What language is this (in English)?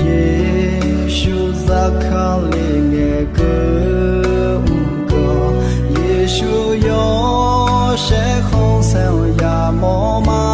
Akha